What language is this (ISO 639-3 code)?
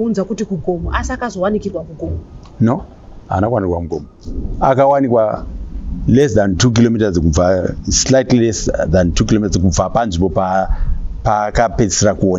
sna